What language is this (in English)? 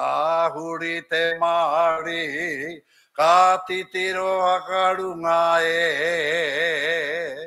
Māori